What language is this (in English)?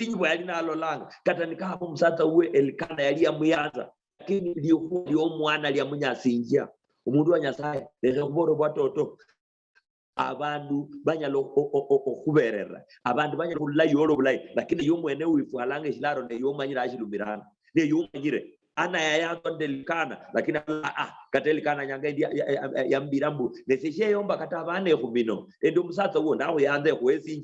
Luyia